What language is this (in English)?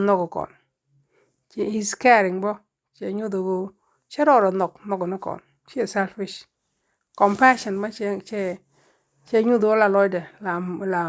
Nuer